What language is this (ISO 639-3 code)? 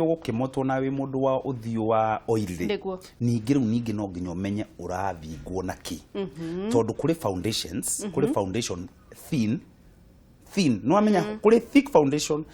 kik